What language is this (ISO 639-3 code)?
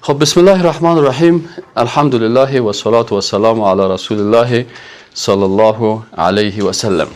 fas